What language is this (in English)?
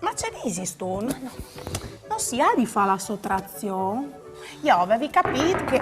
Friulian